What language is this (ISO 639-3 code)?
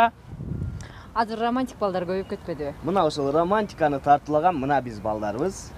kir